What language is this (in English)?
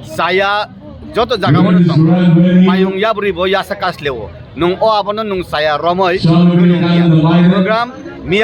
Kok Borok